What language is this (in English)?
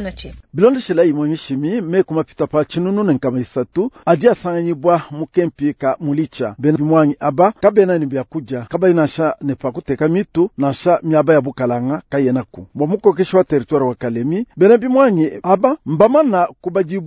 Luba-Lulua